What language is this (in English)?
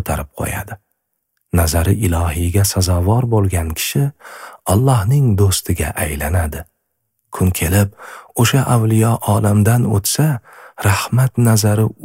Uzbek